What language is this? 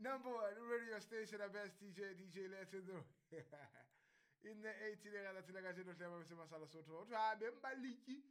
Southern Sotho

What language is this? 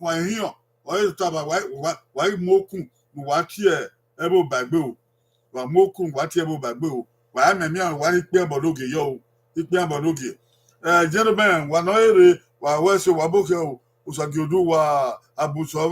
Bini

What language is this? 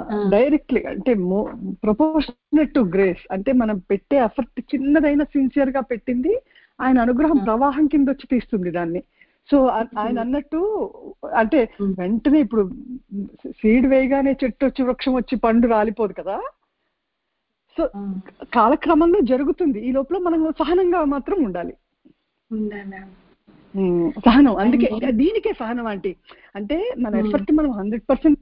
Telugu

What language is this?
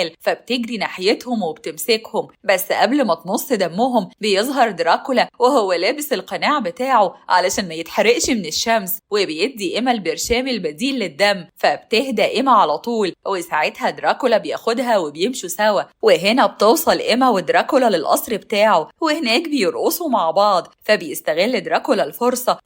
Egyptian Arabic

